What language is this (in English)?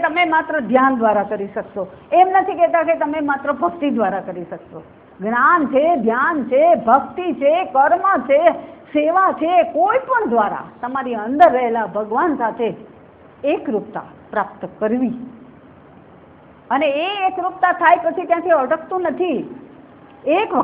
Gujarati